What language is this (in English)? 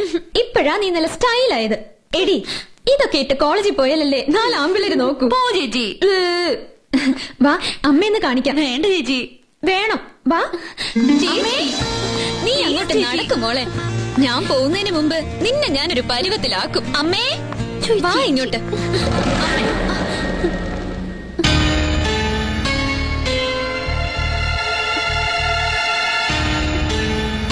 Malayalam